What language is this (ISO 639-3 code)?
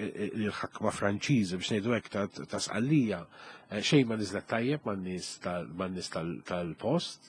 mlt